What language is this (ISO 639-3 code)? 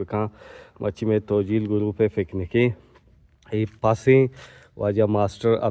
bgp